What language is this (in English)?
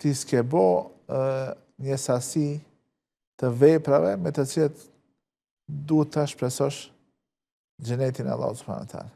Albanian